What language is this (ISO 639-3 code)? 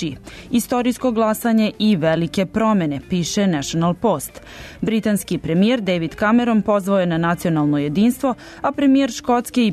srp